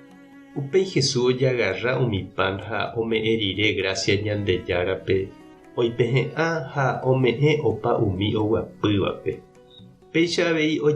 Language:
Guarani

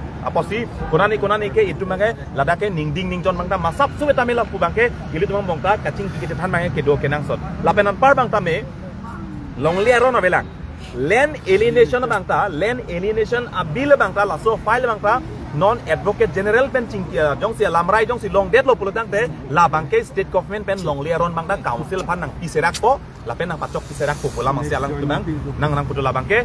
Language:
Karbi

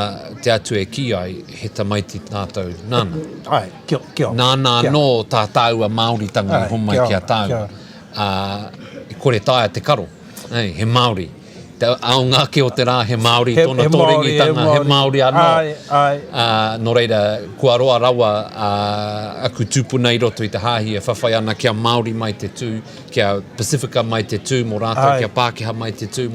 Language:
Māori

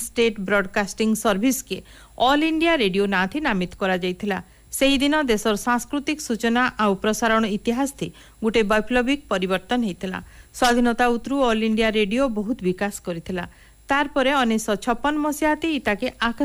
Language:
Odia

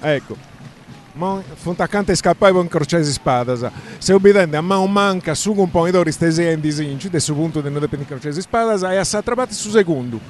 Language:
Sardinian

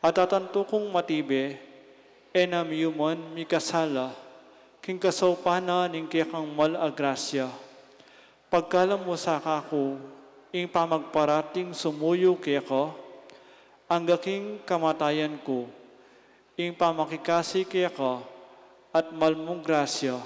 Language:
Pampanga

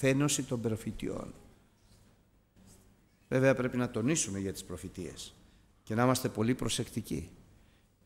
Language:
Greek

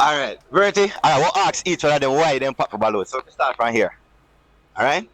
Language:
Jamaican Creole English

